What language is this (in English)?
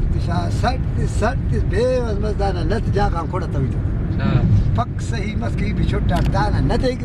Brahui